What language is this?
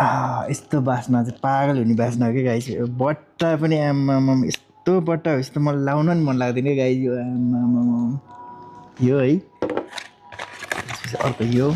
Nepali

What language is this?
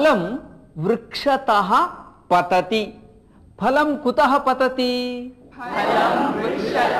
Sanskrit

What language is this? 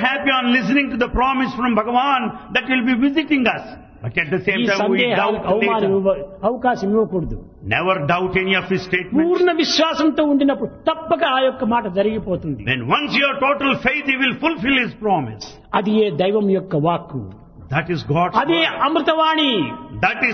Telugu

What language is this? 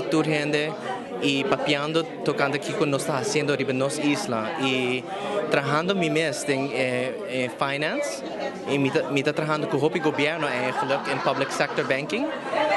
Papiamento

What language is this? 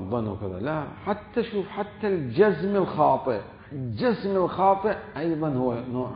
Mesopotamian Arabic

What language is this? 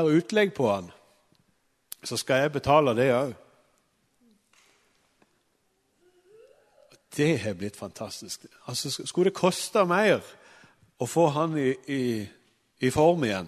Norwegian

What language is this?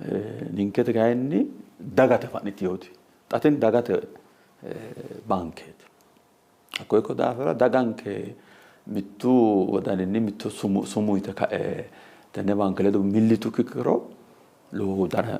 Sidamo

